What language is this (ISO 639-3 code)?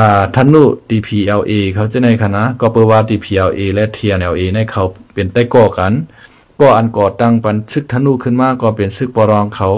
shn